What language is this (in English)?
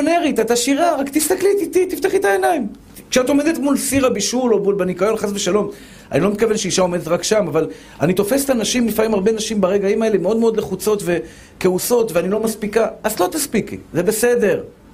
Hebrew